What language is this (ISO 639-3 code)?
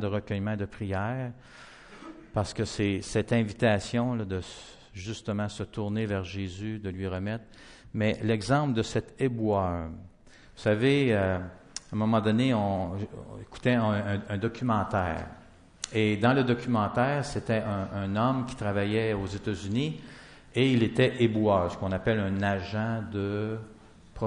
fra